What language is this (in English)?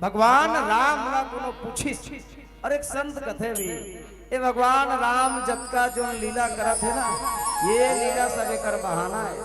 Chhattisgarhi